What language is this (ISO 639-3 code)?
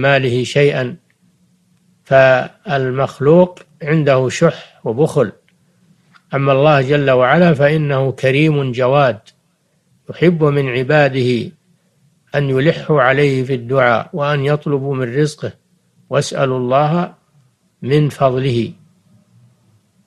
ara